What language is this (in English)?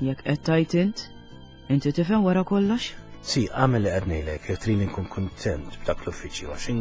Maltese